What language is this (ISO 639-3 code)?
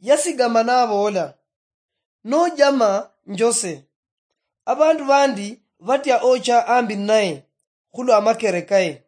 luy